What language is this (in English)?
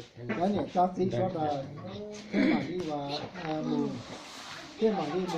Hmong